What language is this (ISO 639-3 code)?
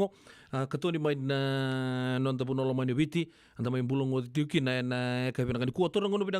fij